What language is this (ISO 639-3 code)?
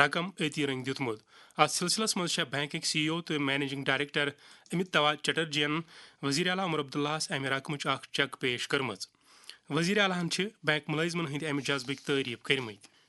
kas